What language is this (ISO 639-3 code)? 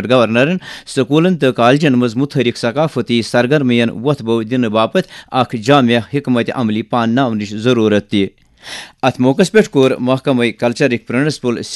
kas